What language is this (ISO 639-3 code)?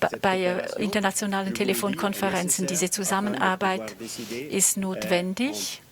gsw